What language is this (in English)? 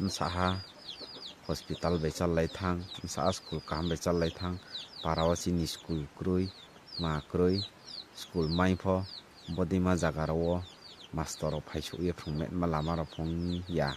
Riang (India)